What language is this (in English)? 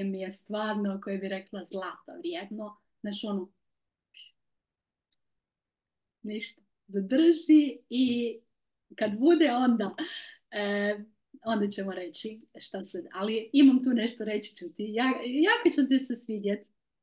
Croatian